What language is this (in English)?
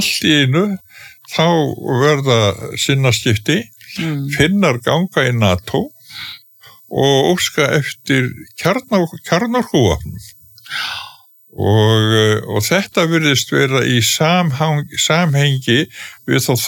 Icelandic